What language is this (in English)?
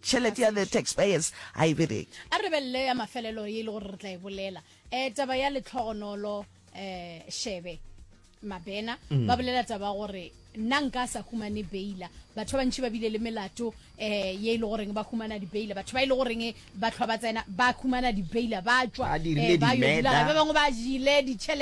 Northern Sotho